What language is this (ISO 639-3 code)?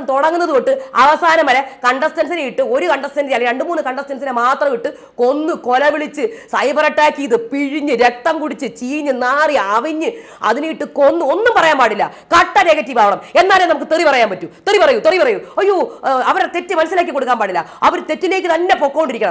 mal